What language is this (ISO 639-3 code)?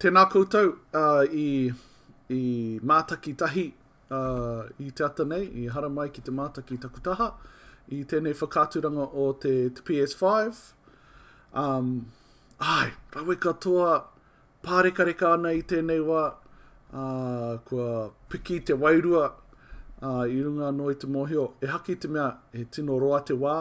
mri